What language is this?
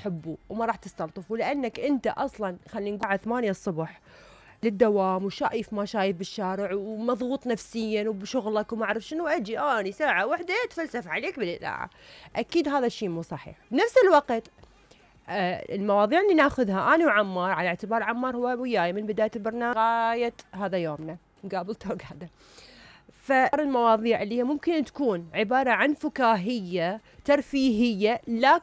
Mesopotamian Arabic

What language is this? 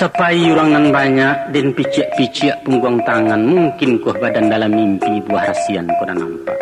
Minangkabau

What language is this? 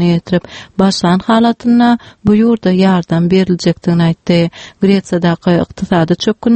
Turkmen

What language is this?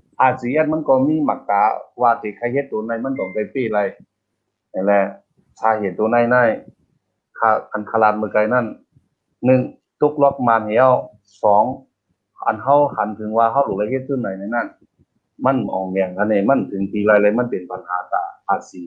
Shan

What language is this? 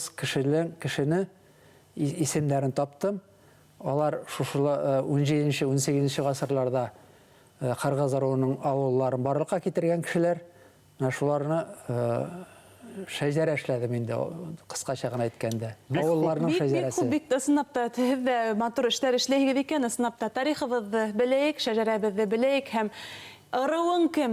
Bashkir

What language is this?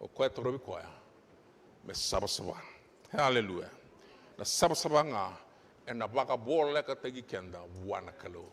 Fijian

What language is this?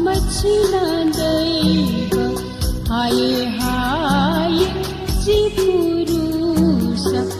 Newari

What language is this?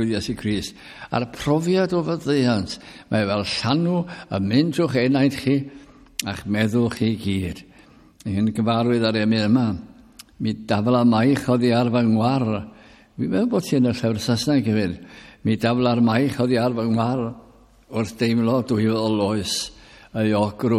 Welsh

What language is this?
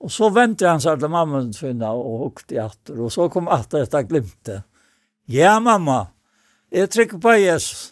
Faroese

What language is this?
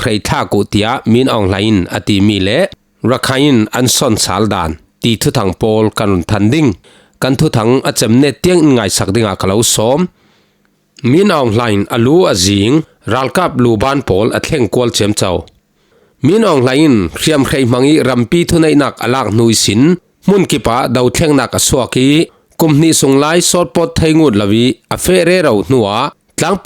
Falam Chin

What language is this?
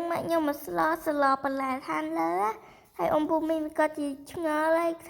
Khmer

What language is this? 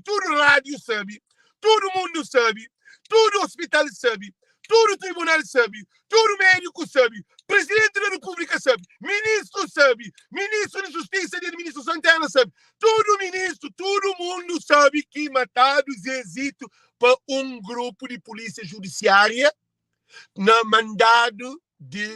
Kabuverdianu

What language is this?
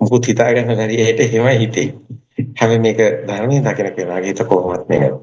Sinhala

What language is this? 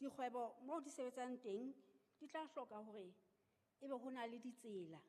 Southern Sotho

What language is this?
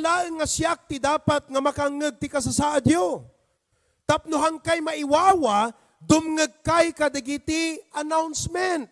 Iloko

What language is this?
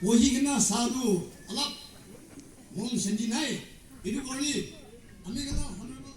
Naga Pidgin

